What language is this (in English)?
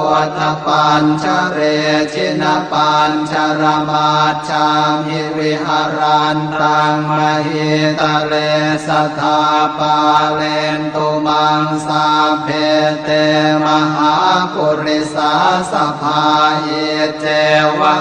Pali